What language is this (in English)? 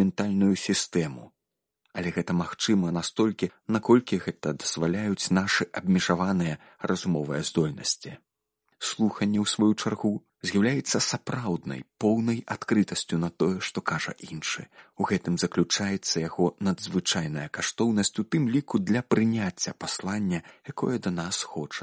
Belarusian